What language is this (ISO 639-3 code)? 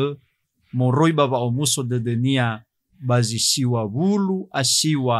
nia